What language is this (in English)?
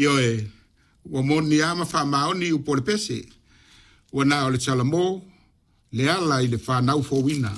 Samoan